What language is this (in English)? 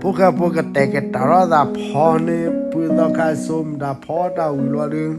S'gaw Karen